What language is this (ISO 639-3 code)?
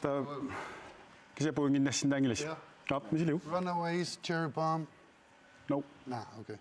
kal